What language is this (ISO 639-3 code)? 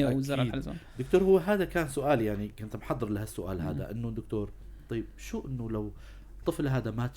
apc